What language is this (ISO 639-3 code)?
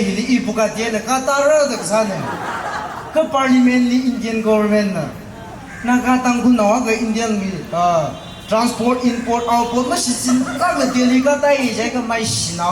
nmf